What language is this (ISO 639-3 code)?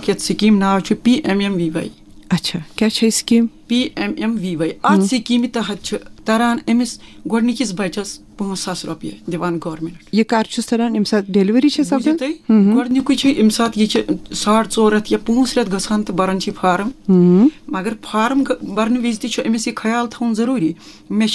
kas